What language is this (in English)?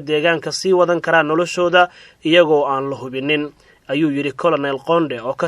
Somali